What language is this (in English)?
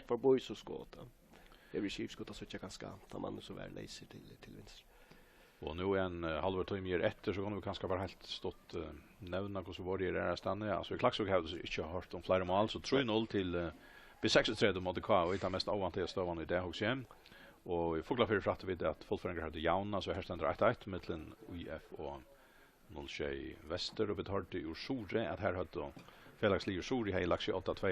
Faroese